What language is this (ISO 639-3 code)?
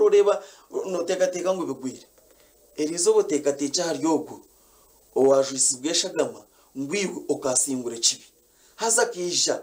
nyn